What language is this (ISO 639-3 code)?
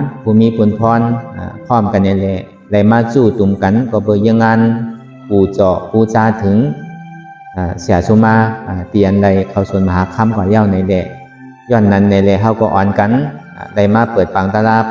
shn